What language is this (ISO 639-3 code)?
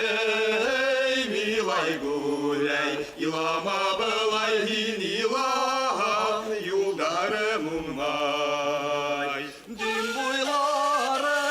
bak